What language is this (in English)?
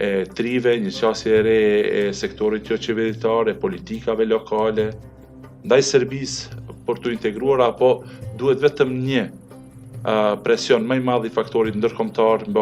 Albanian